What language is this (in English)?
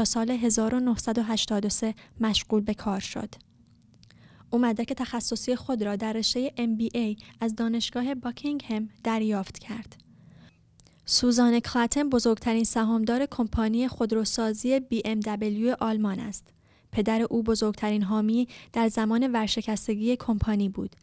Persian